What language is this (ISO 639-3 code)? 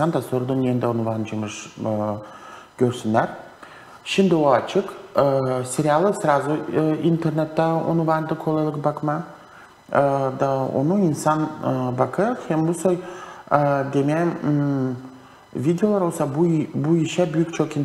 gag